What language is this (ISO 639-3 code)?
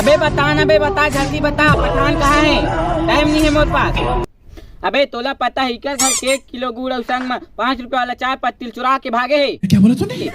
hne